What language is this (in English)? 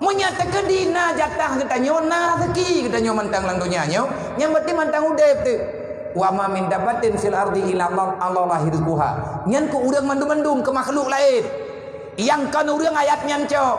Achinese